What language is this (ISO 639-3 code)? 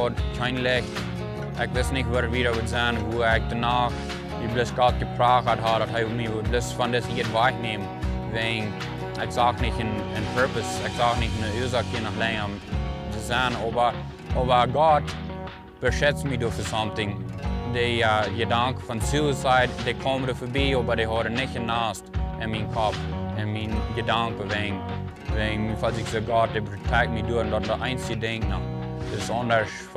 pdt